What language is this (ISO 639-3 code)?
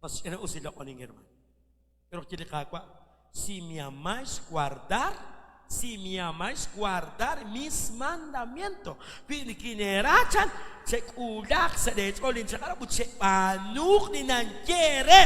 kek